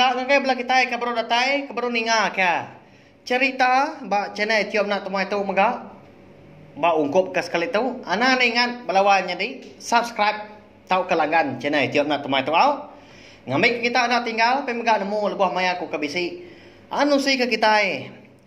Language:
Iban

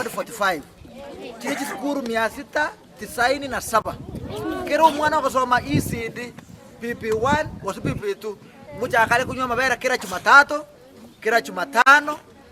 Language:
Gusii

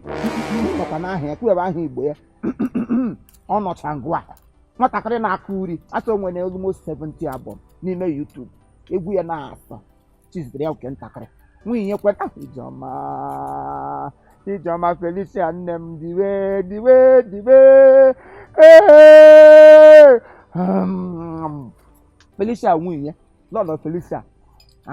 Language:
Igbo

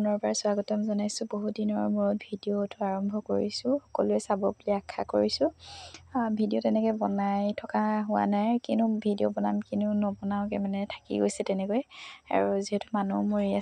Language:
Assamese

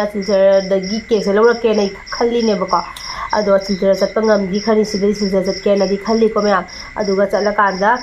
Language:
Manipuri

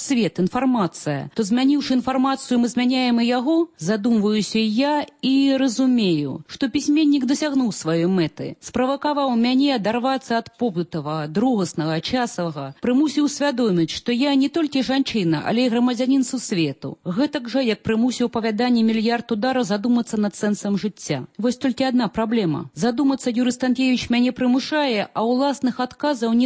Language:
Belarusian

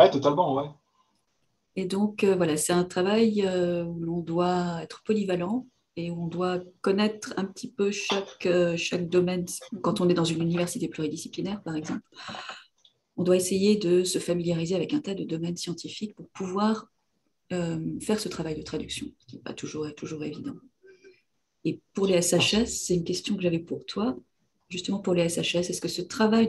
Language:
French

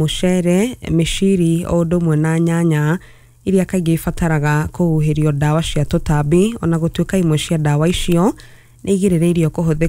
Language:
Kikuyu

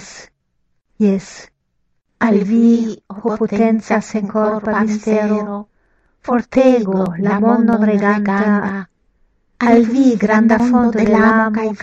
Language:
Esperanto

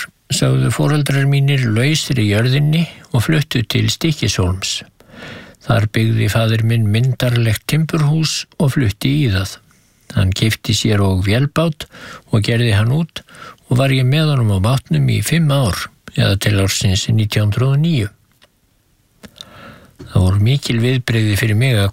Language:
Icelandic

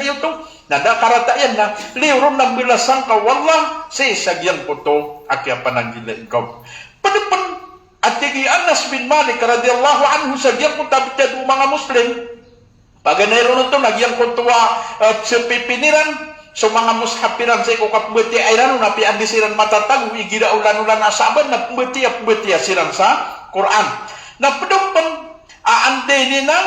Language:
Maranao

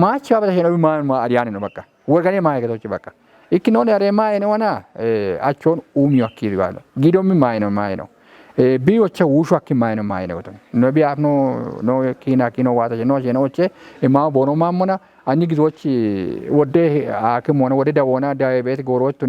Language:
Kafa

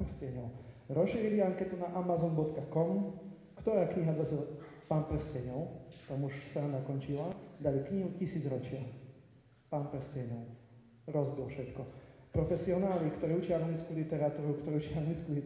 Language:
Slovak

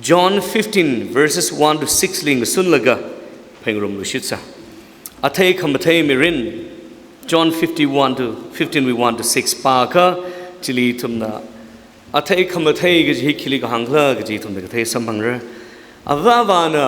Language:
Tangkhul Naga (India)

